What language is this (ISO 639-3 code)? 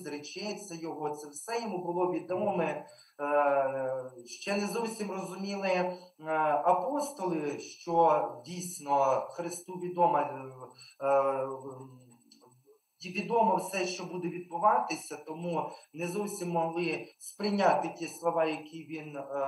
ukr